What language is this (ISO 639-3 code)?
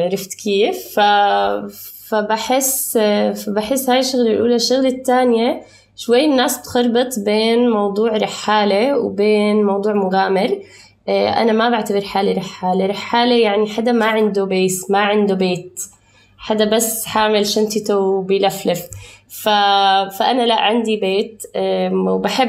apc